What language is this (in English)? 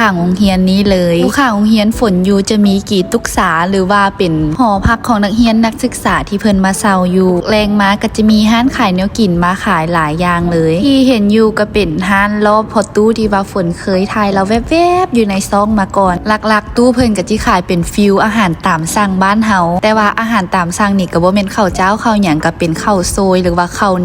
Lao